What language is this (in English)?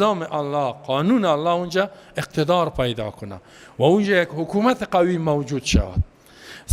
Persian